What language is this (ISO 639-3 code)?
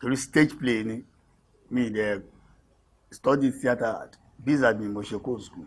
yor